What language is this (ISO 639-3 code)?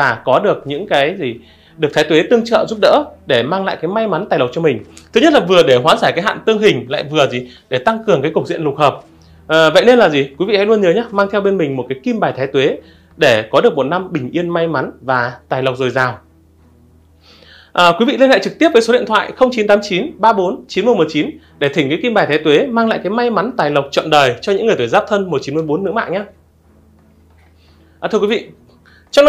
vie